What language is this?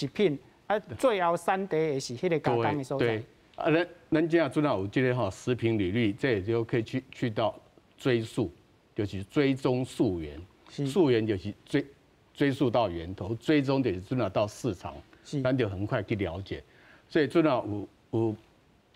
Min Nan Chinese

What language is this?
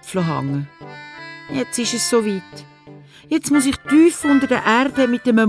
Swiss German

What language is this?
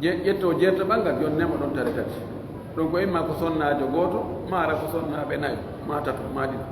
Pular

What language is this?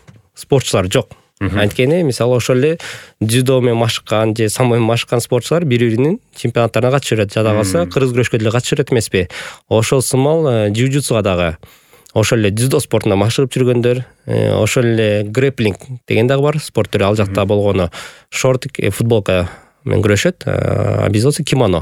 Kyrgyz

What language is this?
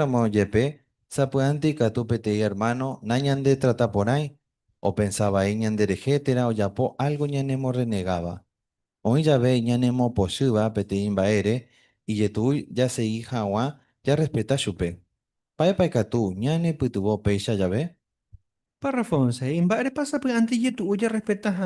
Guarani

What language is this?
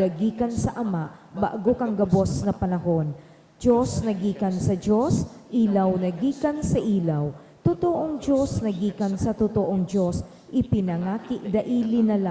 Bikol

